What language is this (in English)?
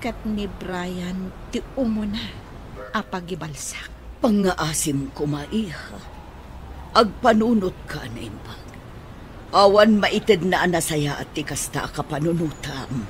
Iloko